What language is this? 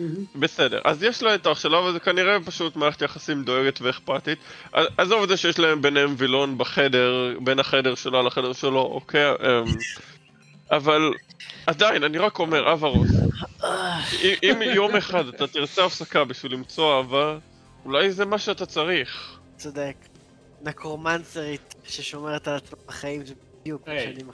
Hebrew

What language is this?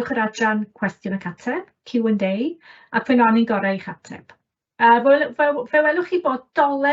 Welsh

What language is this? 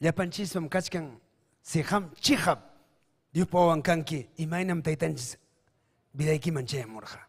Ayacucho Quechua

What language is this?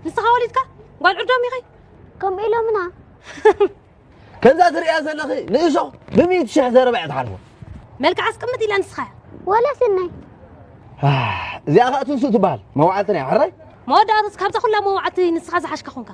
Tigrinya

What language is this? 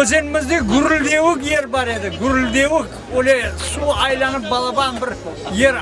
Crimean Tatar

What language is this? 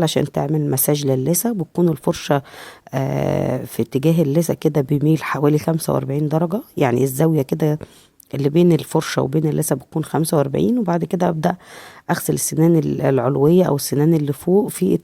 Egyptian Arabic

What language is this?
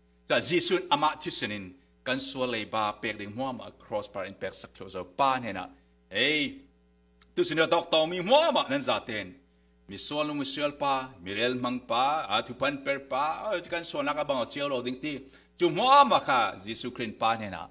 Falam Chin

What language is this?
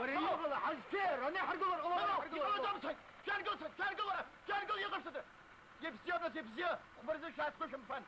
Abkhazian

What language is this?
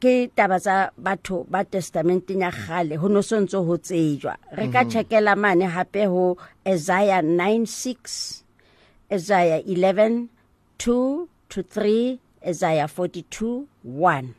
Southern Sotho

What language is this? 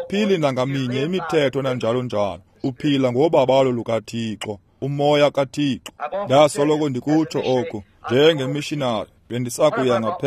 Xhosa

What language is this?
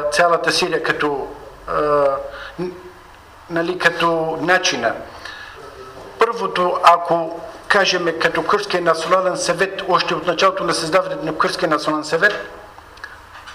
Bulgarian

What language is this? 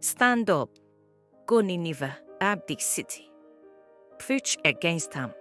Nigerian Pidgin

